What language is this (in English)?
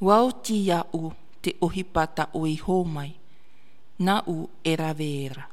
Tahitian